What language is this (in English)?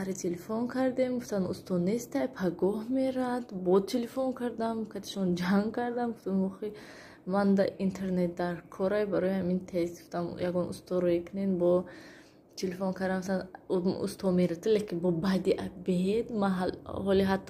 Tajik